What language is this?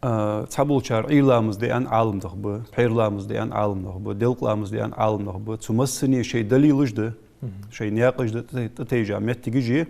Ingush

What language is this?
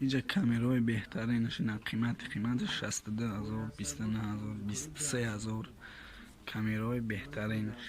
Tajik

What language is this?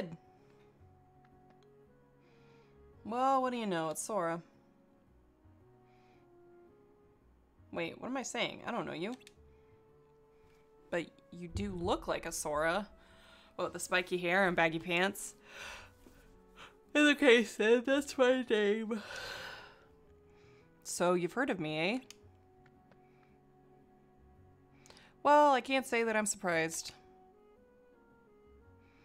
English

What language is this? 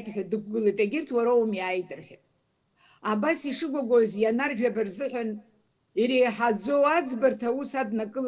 Abkhazian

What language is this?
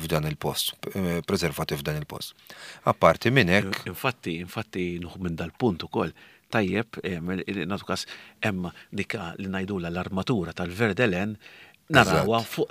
Maltese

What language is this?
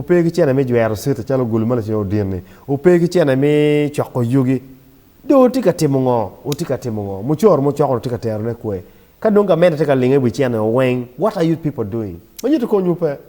Acoli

